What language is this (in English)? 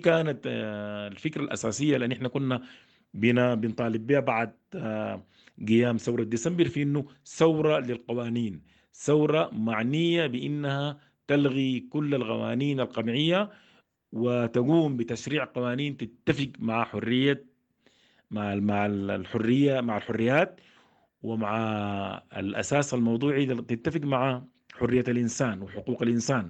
Sudanese Arabic